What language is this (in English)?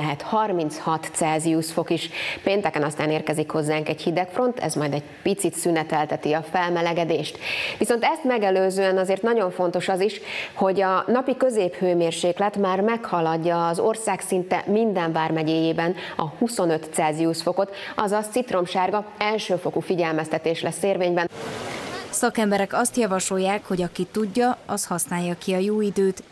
Hungarian